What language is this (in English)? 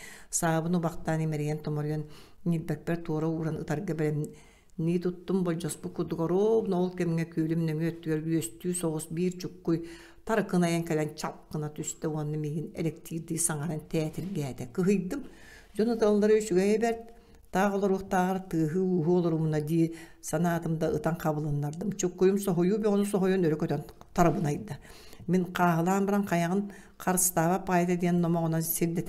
Yakut